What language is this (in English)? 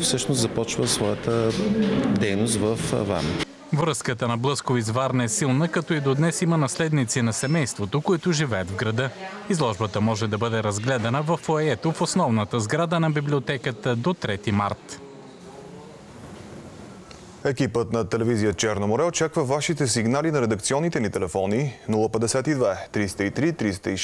Bulgarian